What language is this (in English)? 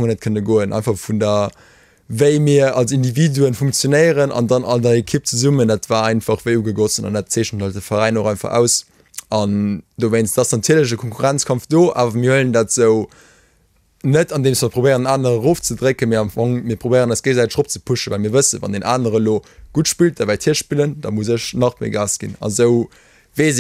Luxembourgish